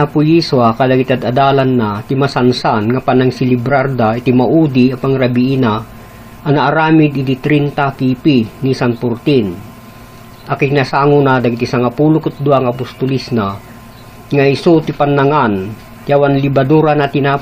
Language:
Iloko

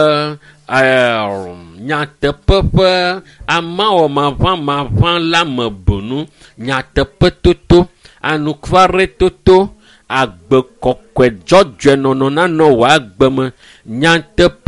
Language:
Ewe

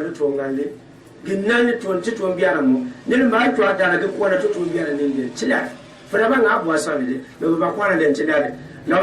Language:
Gourmanchéma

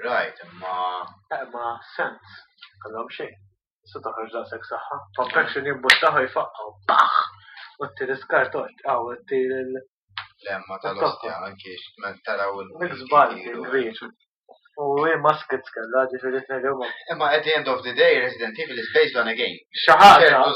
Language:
Maltese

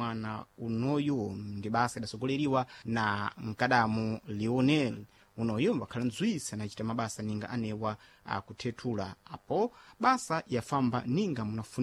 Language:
Sena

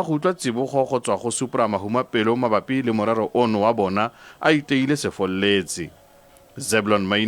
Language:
Tswana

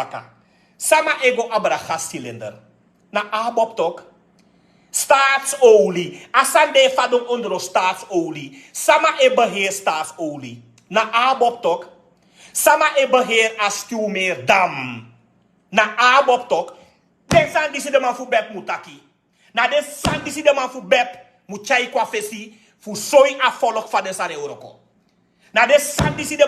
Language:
Sranan Tongo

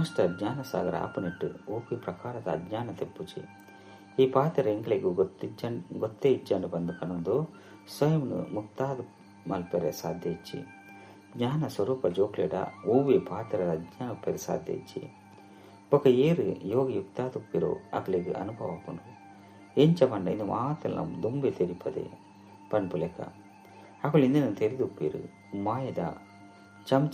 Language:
Tulu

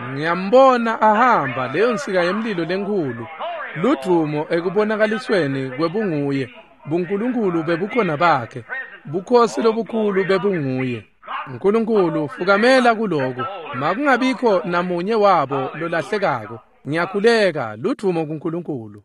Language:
Swati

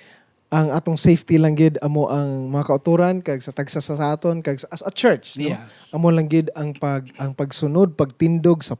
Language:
Hiligaynon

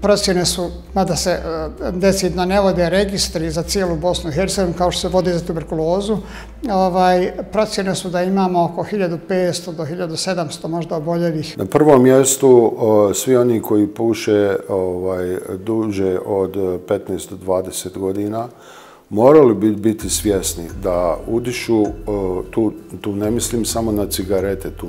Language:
Bosnian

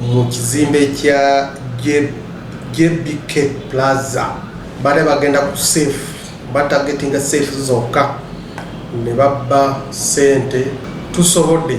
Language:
Ganda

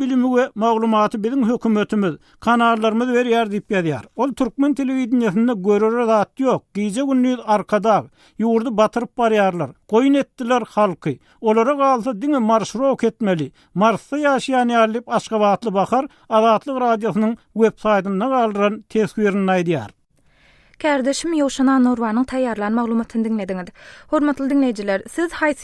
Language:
Turkmen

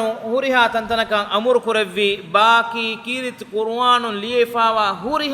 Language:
Divehi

